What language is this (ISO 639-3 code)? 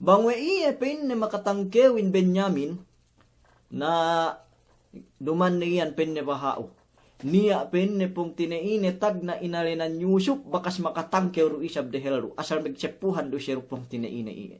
yka